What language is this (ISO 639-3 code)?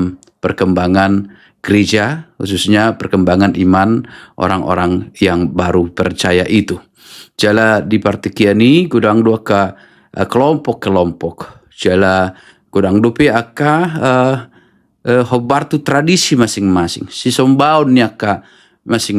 bbc